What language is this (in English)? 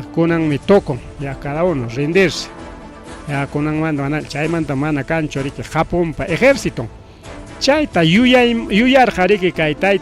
Ayacucho Quechua